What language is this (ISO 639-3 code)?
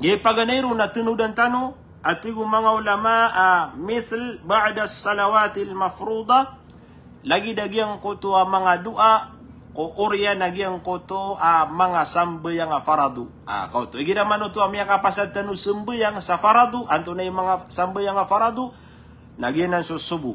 mrw